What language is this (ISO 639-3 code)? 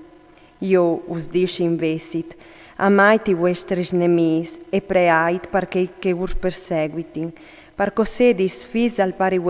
fur